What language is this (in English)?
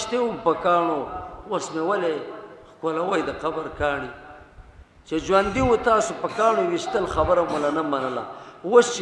Pashto